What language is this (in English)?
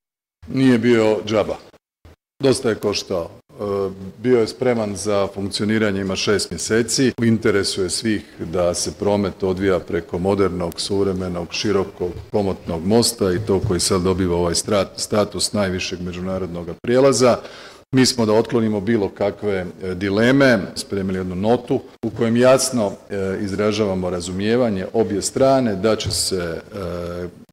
Bosnian